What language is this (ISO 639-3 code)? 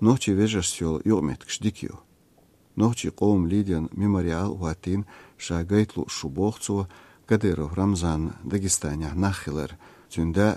che